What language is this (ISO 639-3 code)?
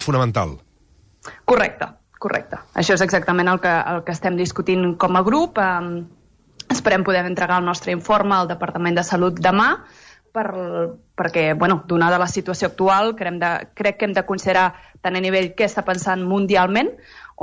cat